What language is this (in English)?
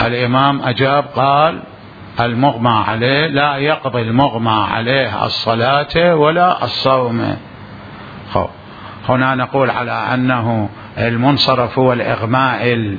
Mesopotamian Arabic